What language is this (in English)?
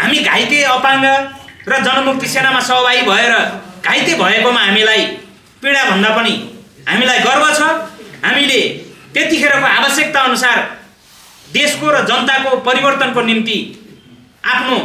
Nepali